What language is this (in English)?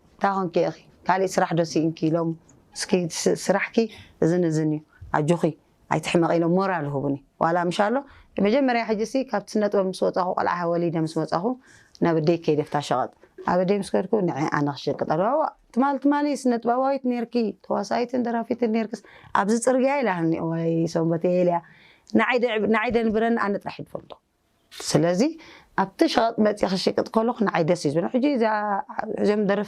Tigrinya